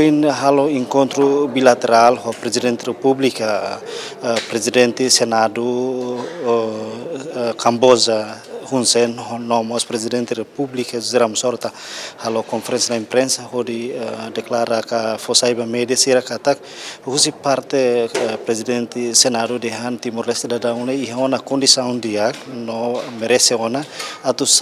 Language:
Tetum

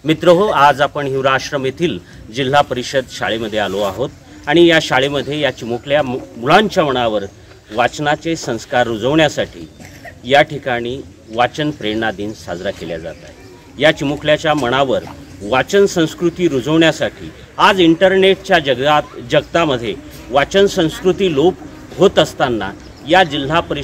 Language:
Marathi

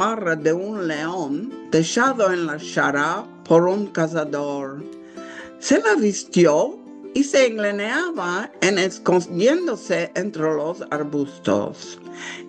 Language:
Ladino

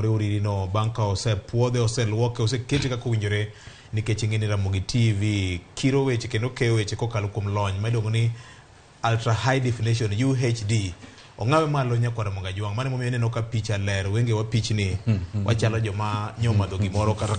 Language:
Luo (Kenya and Tanzania)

